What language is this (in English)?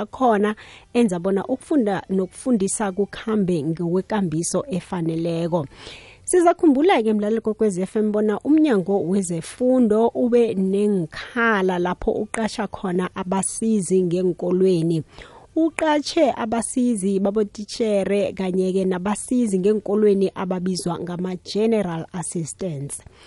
South Ndebele